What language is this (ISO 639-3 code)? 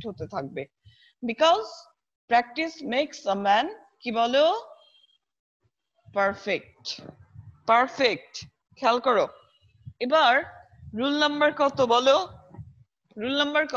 ben